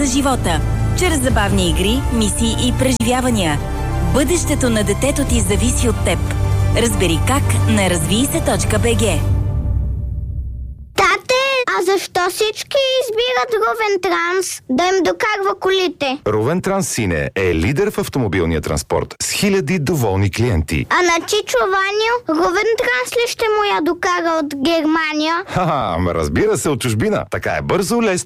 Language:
Bulgarian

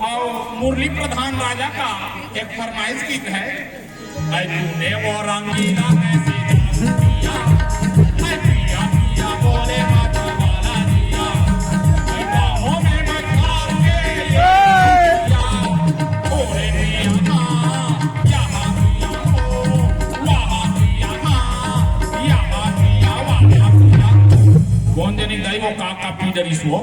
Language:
Chhattisgarhi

